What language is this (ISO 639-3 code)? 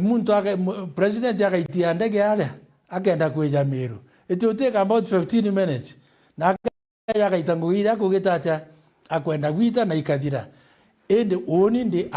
mer